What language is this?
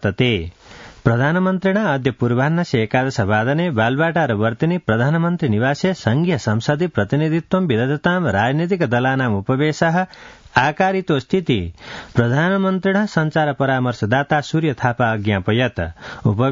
Sanskrit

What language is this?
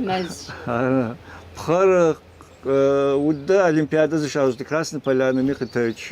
Kabardian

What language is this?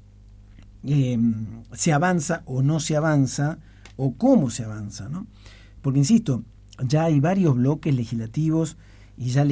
Spanish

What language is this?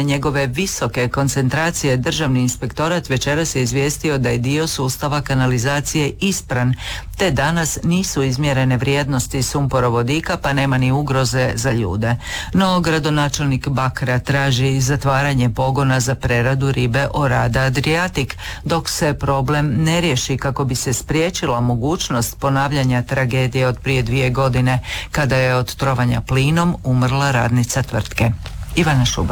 Croatian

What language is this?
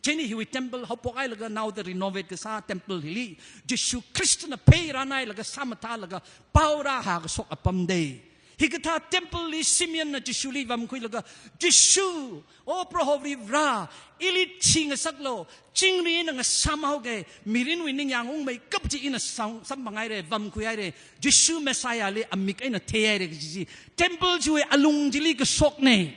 Tangkhul Naga (India)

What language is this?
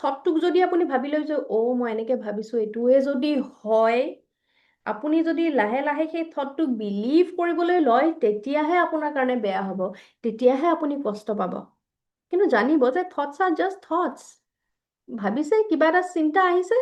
Assamese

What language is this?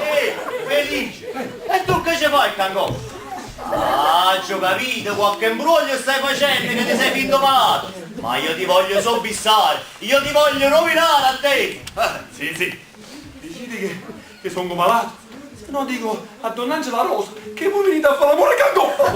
Neapolitan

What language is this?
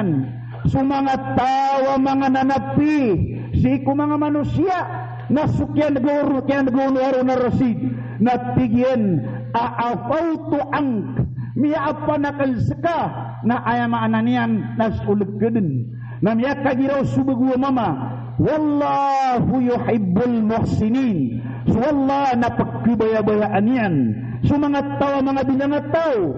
Maranao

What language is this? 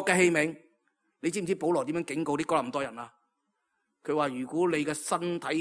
Cantonese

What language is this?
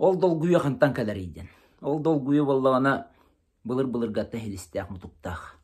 Yakut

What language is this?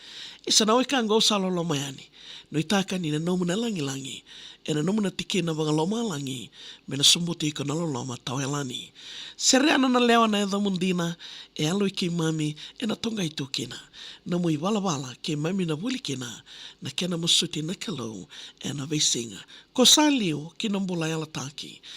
Fijian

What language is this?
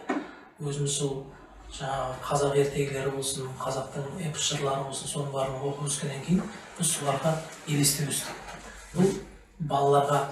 Kazakh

